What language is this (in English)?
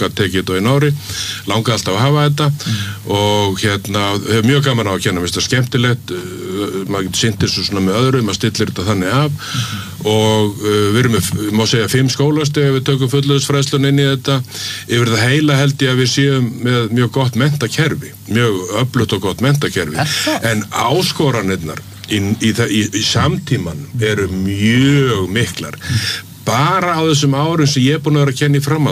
Icelandic